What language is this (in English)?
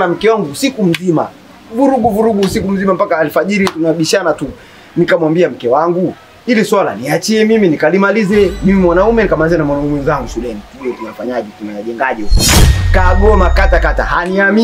Swahili